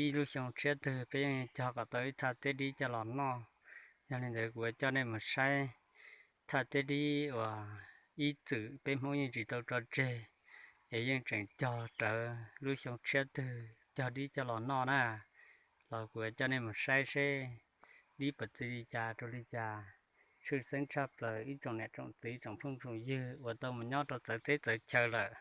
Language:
Hmong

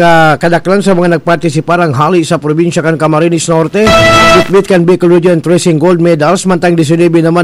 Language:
Bikol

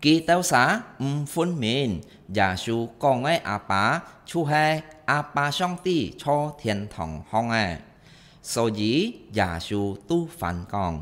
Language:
Hakka Chinese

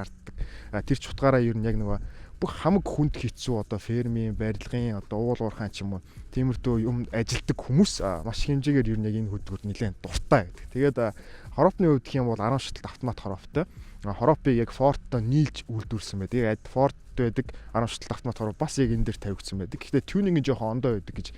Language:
Mongolian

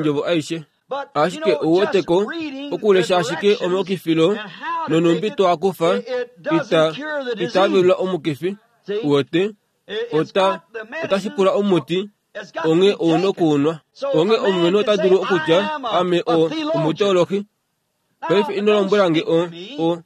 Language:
Kuanyama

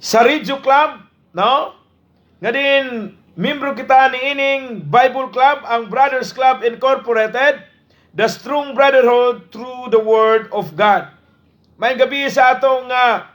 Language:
Cebuano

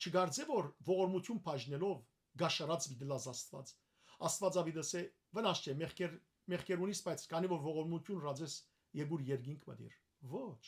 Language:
Western Armenian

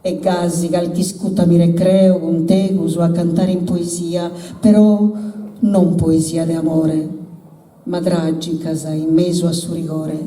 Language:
Sardinian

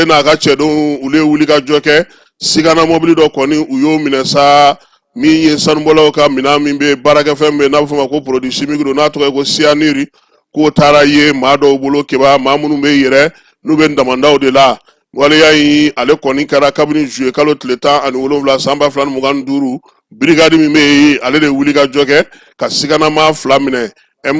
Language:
Bambara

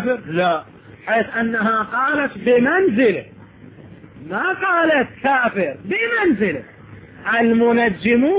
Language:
Arabic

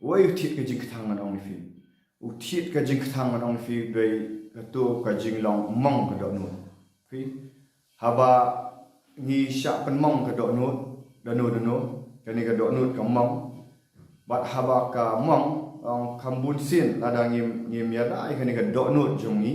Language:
Khasi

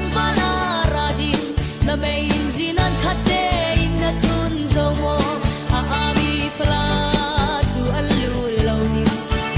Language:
Falam Chin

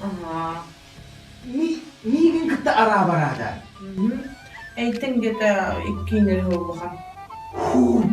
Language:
Yakut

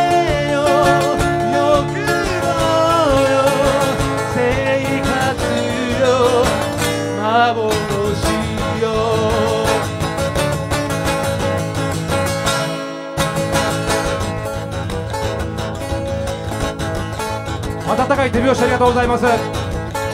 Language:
Japanese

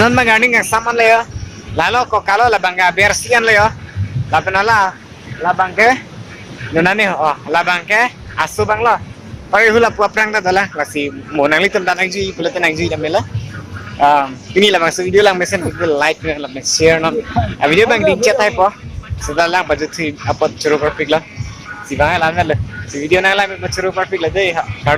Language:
Karbi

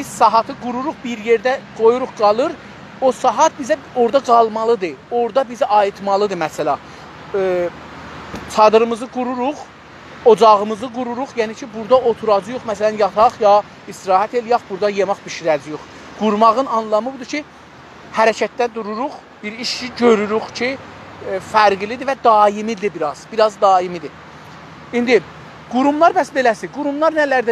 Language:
South Azerbaijani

